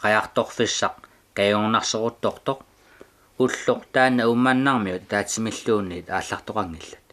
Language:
Kalaallisut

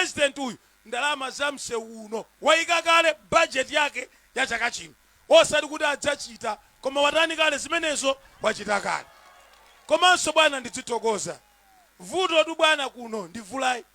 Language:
Nyanja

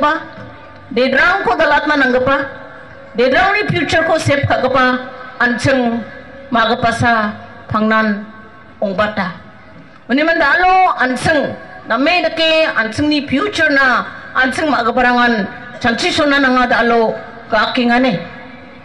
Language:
Garo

